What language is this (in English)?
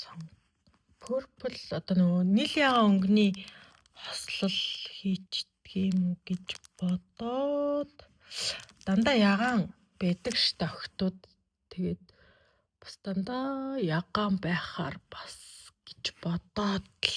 Mongolian